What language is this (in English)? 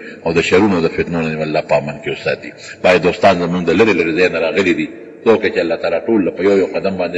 Pashto